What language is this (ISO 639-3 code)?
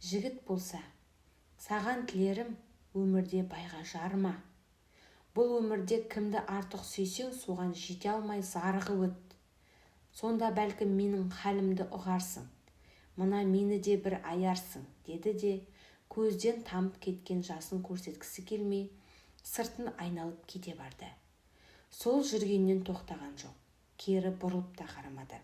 kaz